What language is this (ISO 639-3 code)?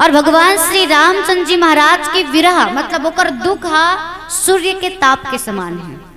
hne